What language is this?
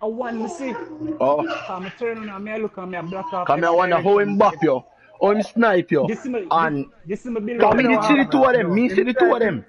Jamaican Creole English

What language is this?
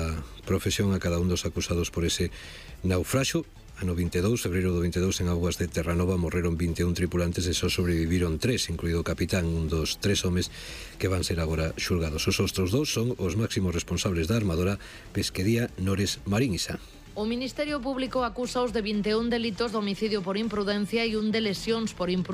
Galician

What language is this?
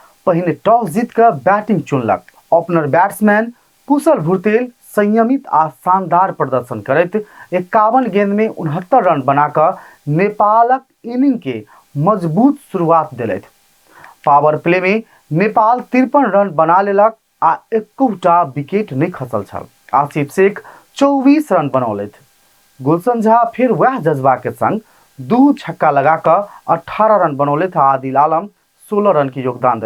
Maithili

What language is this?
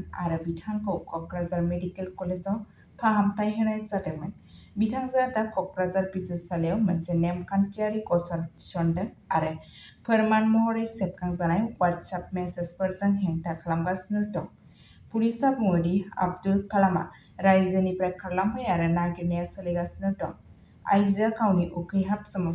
Bodo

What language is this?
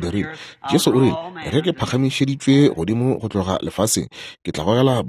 Northern Sotho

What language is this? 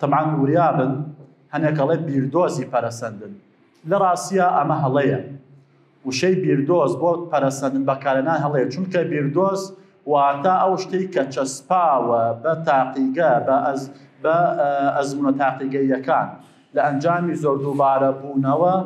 Central Kurdish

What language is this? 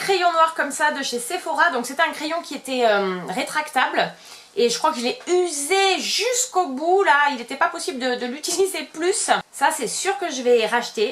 French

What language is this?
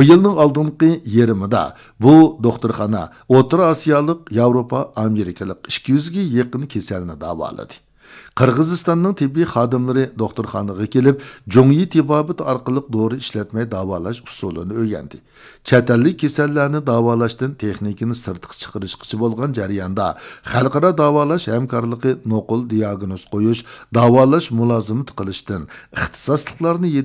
Uyghur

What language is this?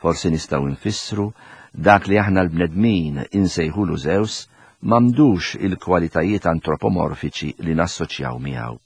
Maltese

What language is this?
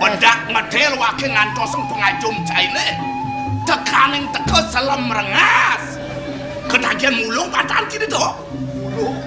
Balinese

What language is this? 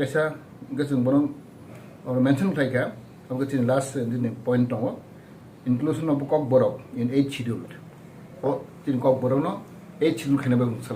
Kok Borok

